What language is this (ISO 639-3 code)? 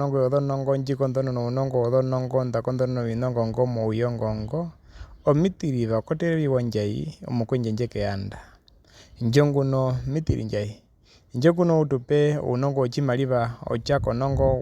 her